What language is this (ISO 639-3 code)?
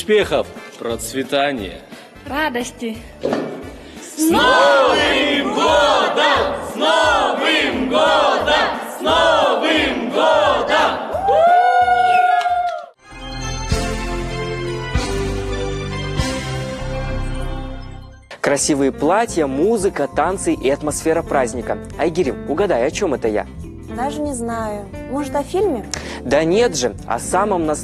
rus